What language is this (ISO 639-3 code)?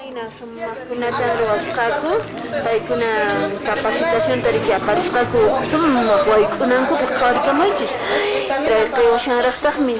que